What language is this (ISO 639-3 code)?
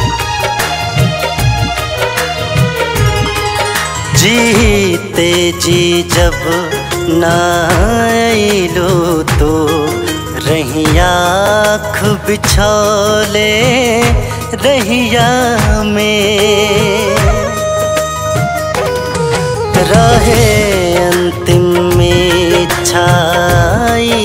bho